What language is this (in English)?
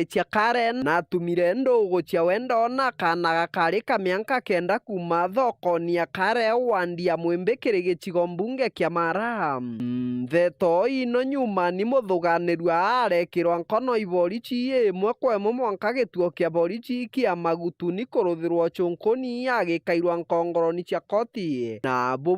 Meru